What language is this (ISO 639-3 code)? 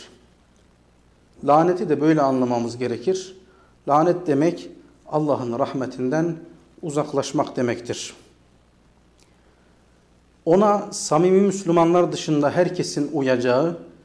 tur